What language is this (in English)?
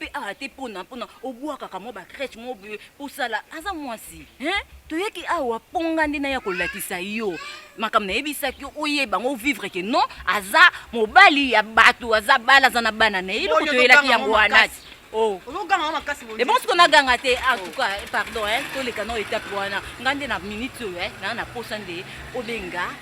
Lingala